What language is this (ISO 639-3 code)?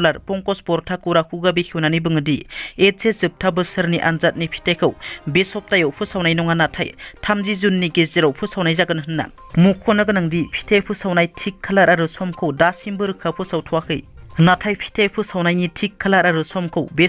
brx